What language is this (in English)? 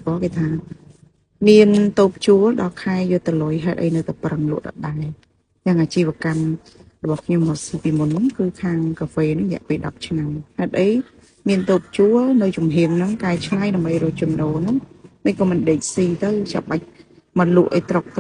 Khmer